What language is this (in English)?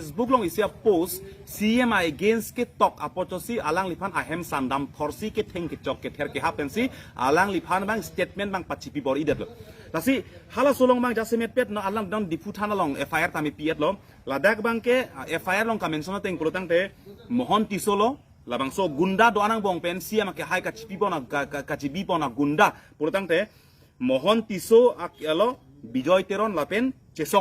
Karbi